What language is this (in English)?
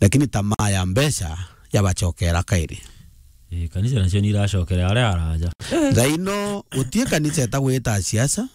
Meru